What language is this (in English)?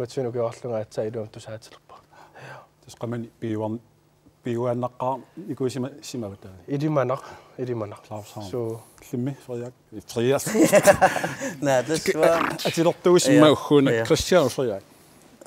Kalaallisut